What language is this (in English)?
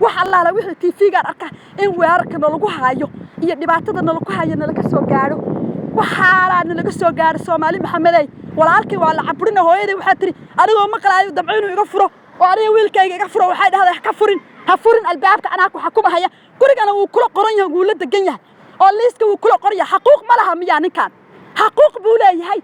Somali